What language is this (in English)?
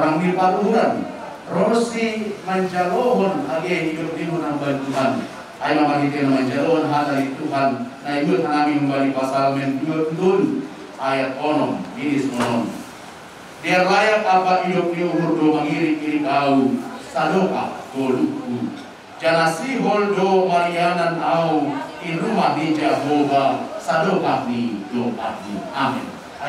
Batak Simalungun